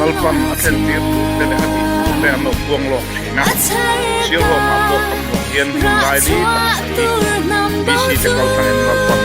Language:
Mizo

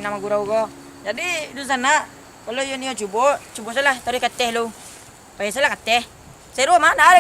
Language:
Minangkabau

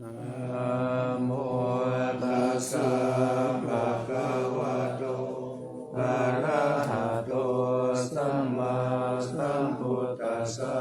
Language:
Pali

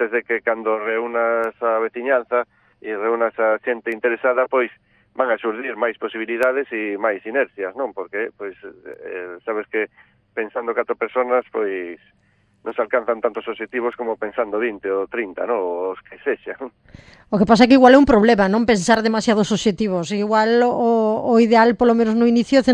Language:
Galician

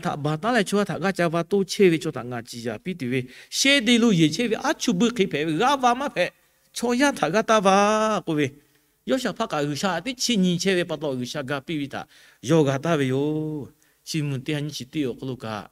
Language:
Lahu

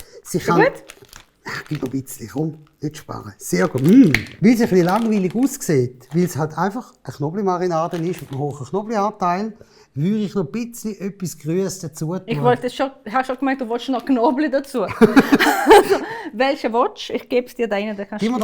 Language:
Swiss German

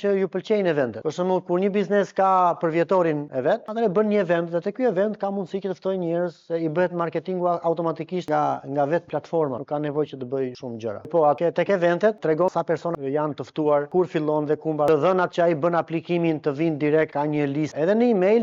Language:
Albanian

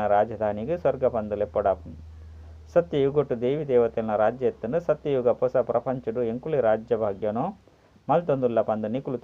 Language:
Tulu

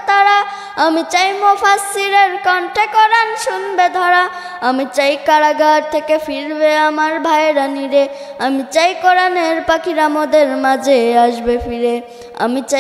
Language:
Bangla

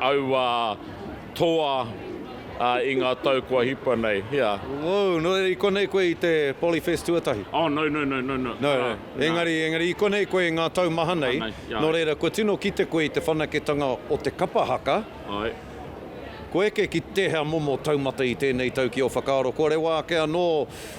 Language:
Māori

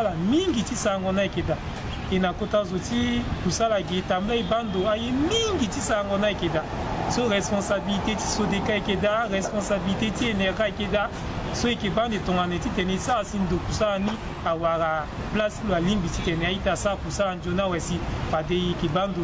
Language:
Sango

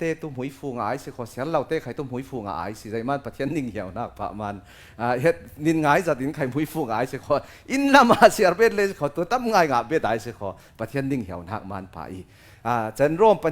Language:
Falam Chin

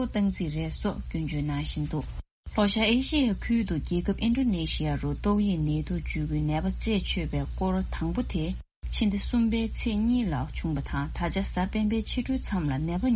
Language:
Tibetan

